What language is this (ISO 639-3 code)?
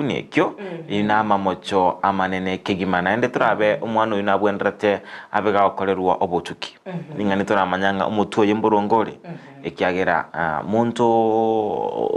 guz